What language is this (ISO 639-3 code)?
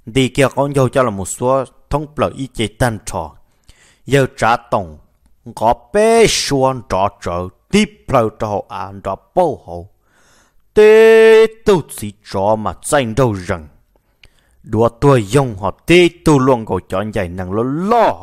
vie